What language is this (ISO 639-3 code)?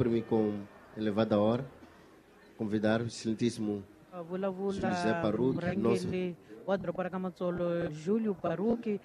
tso